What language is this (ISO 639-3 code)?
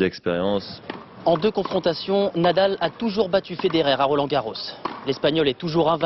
fra